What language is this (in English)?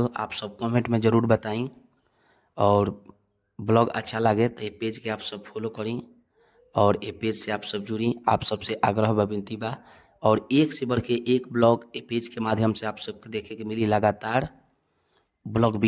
Bhojpuri